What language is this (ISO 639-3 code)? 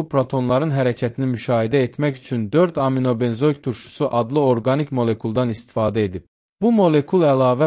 aze